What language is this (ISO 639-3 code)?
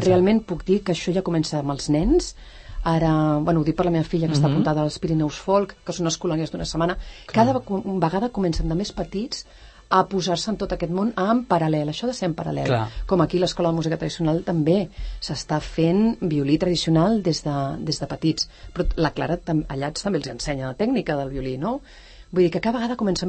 cat